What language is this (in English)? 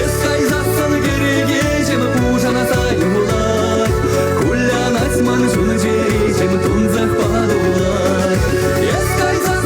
Chuvash